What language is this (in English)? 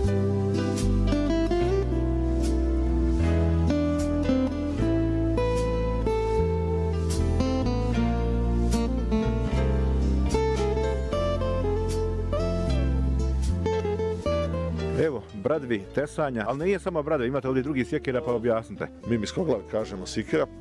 Bosnian